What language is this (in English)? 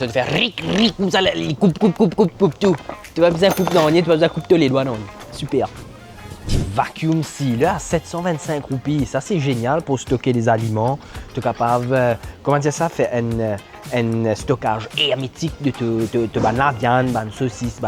Morisyen